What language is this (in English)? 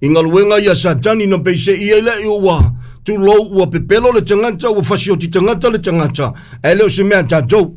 Samoan